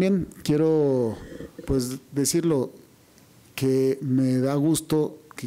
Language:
Spanish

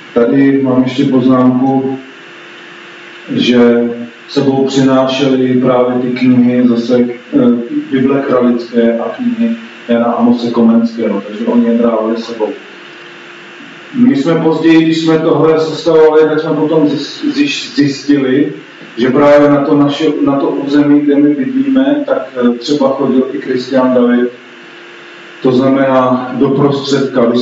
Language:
Czech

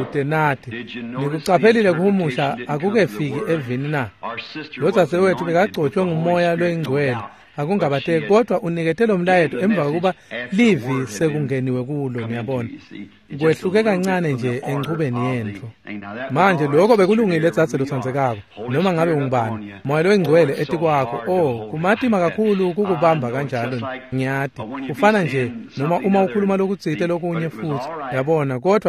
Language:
Swati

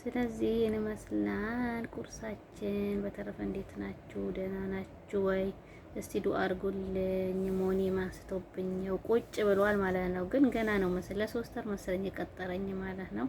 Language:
Amharic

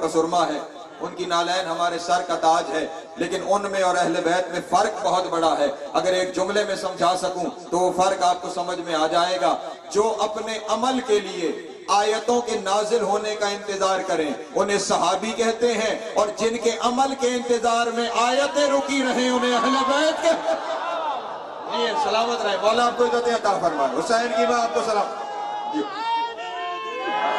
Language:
Urdu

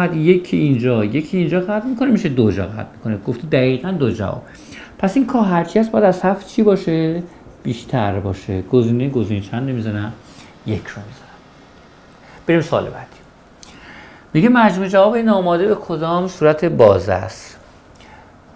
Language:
Persian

